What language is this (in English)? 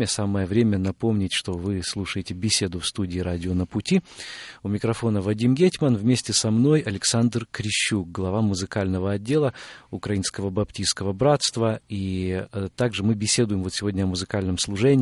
Russian